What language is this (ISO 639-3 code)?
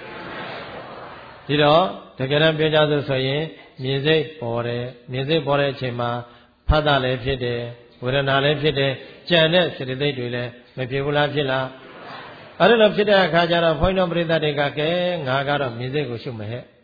mya